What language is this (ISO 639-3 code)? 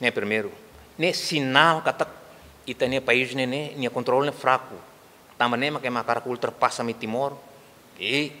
tet